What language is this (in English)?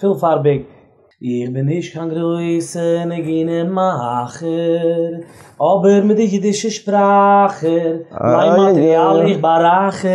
Yiddish